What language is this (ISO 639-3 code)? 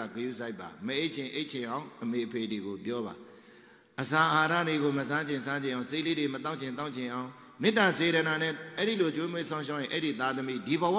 mya